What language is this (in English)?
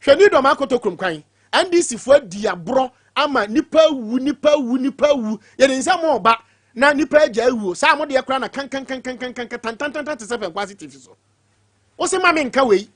Akan